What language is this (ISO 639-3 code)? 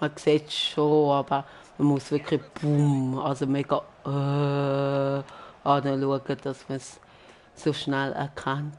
gsw